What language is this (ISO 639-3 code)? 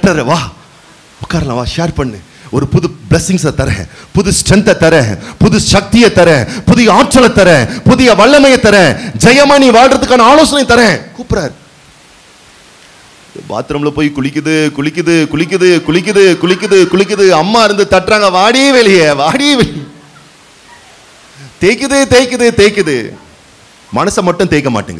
tam